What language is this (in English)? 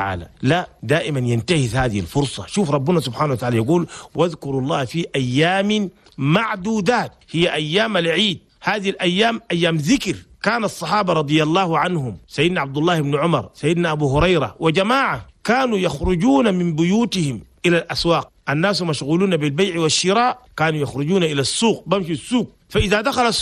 Chadian Arabic